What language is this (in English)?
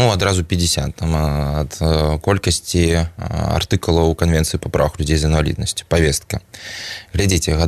Belarusian